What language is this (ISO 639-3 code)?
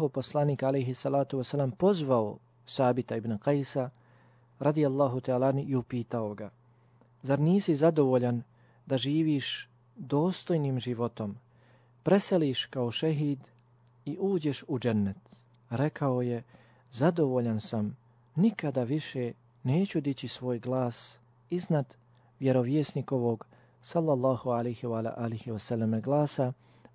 bos